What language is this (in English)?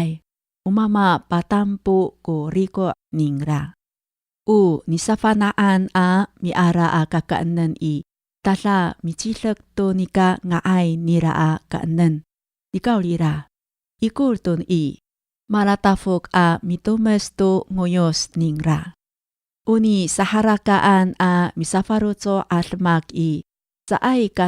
Amis